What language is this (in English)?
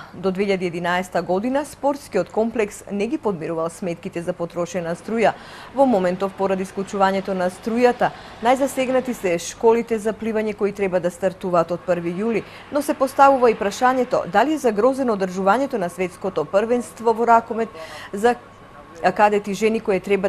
Macedonian